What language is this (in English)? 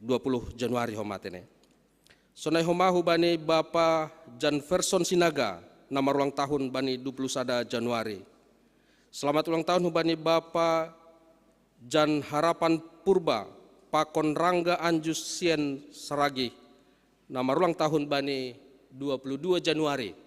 Batak Simalungun